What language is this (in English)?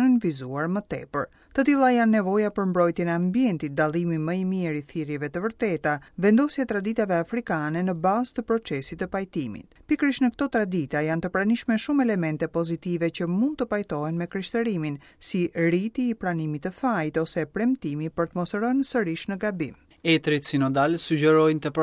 Albanian